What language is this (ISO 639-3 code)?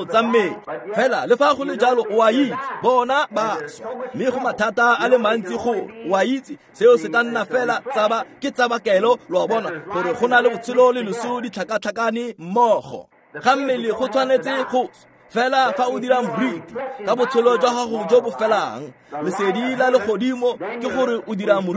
tsn